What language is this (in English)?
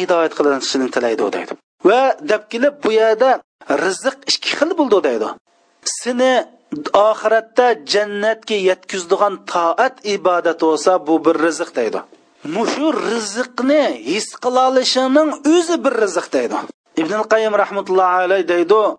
Uyghur